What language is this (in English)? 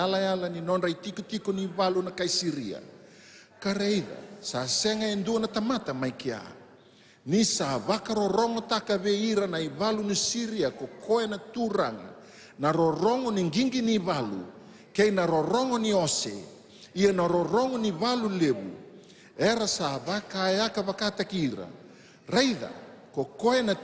Fijian